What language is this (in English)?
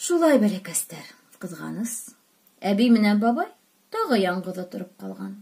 Bashkir